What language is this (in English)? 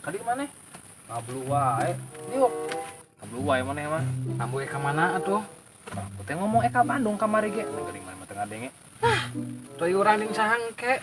Sundanese